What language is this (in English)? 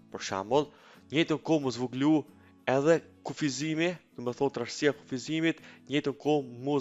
Albanian